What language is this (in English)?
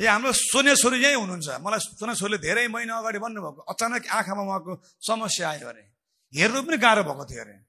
Nepali